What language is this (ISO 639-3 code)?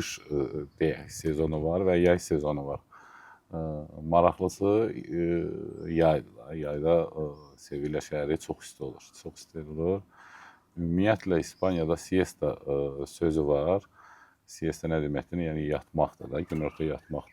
aze